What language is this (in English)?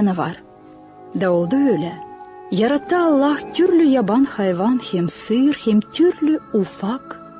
Gagauz